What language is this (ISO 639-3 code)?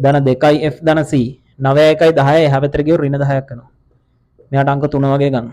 sin